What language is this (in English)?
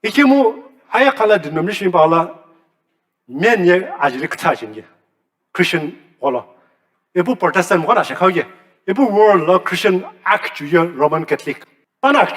Sumi Naga